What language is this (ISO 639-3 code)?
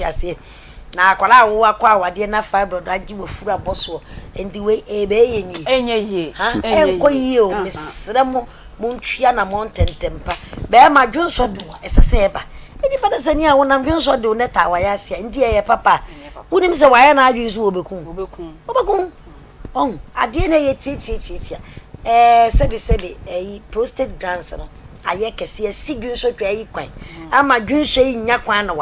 aka